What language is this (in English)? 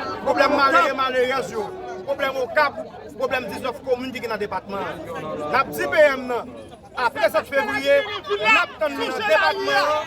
Haitian Creole